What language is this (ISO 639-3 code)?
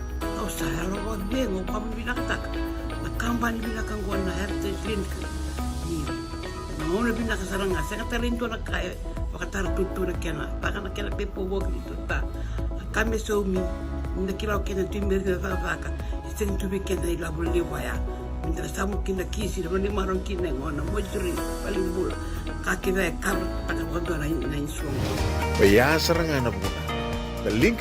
fij